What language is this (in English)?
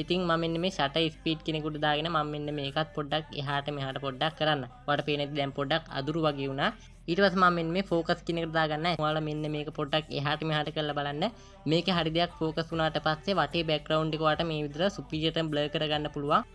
Sinhala